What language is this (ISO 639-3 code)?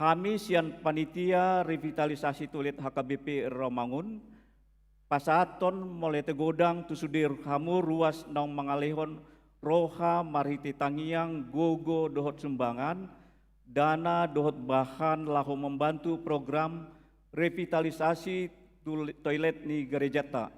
bbc